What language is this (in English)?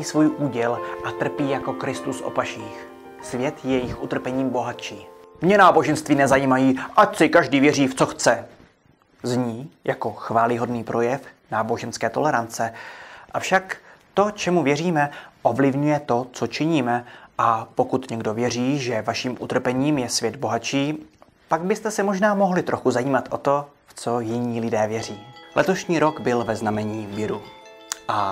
Czech